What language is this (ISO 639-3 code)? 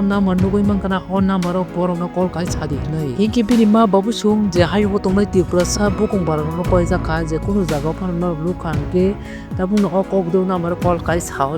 trp